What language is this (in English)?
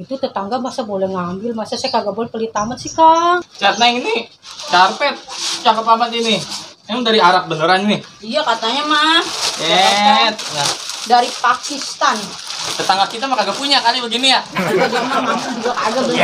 Betawi